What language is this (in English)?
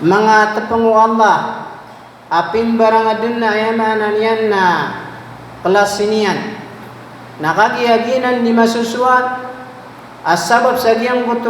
Maranao